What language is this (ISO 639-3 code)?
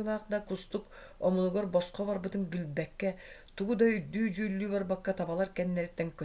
sah